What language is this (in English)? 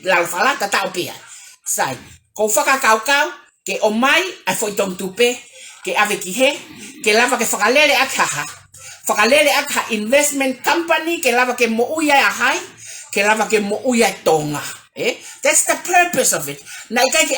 Tongan